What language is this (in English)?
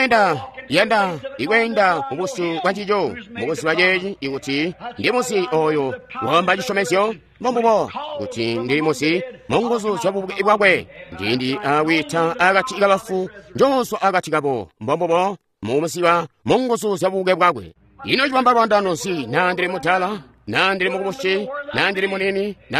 Tonga (Zambia)